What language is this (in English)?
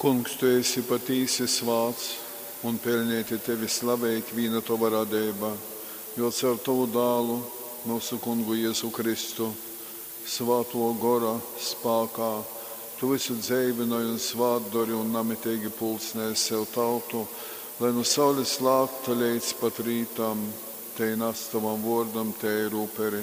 Latgalian